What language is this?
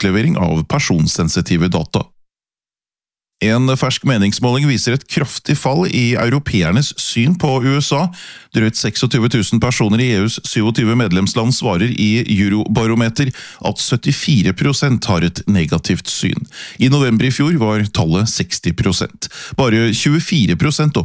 Norwegian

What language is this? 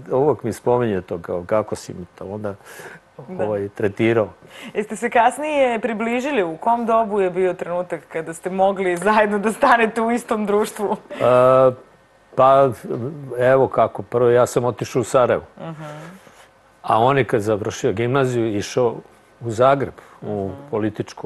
Serbian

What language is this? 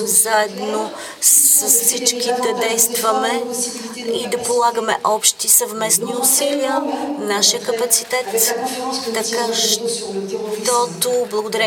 Bulgarian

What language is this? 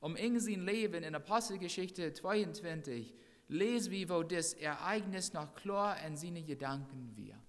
Plautdietsch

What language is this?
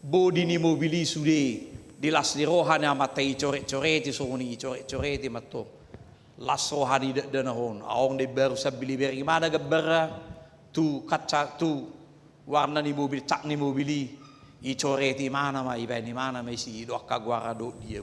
Batak Toba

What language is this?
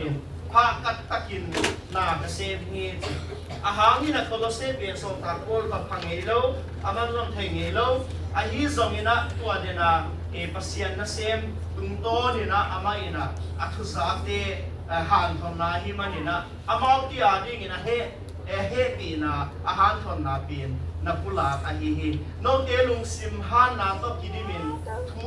Tedim Chin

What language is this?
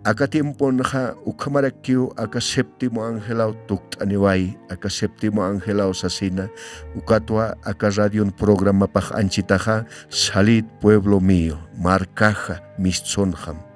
Aymara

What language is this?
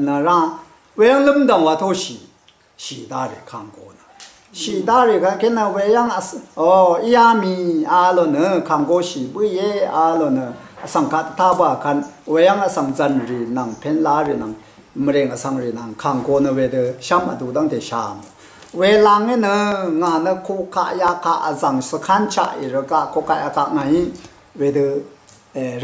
Rawang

